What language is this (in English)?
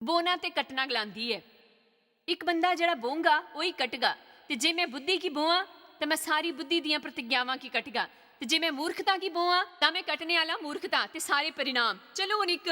Dogri